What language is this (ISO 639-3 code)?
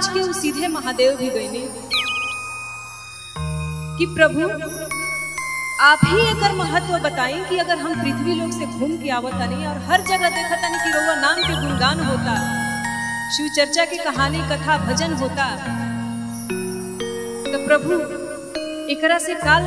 bho